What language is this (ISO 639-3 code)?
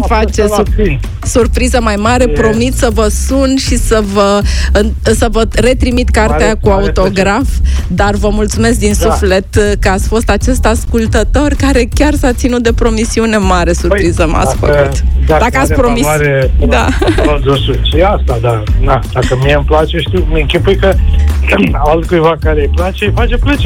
ron